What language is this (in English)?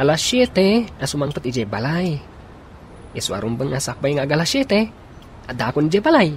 Iloko